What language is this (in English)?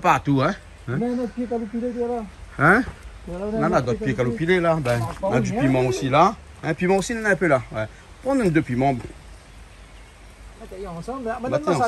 Réunion Creole French